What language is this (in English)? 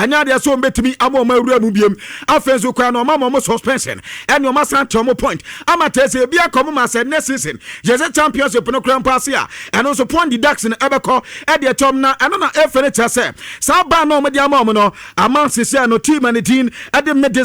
Akan